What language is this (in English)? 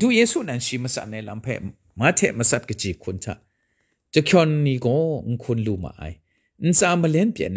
Kachin